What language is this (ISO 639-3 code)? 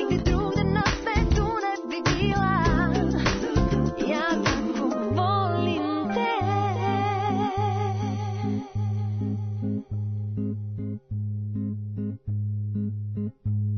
srp